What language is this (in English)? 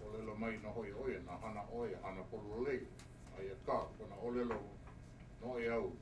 Hawaiian